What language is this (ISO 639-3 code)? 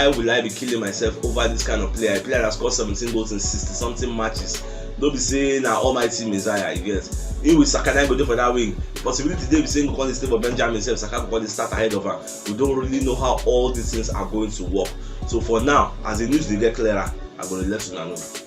pcm